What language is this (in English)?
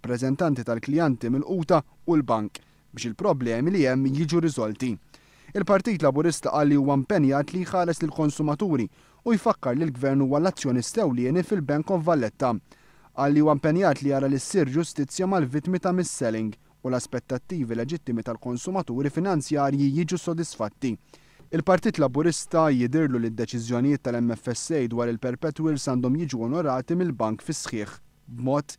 Maltese